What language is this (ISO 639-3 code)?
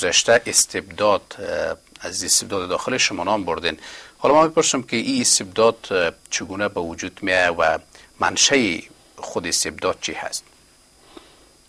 fas